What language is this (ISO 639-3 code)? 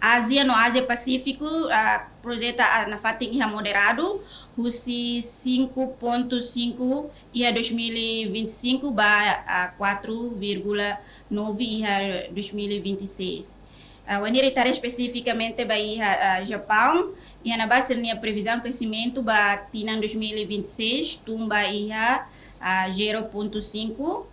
tet